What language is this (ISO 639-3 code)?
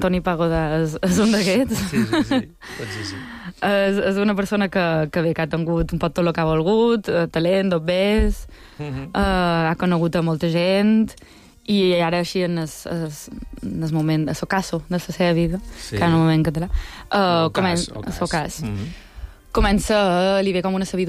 cat